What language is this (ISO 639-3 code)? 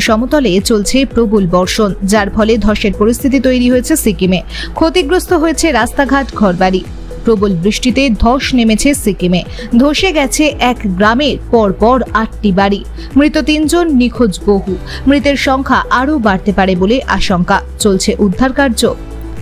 ben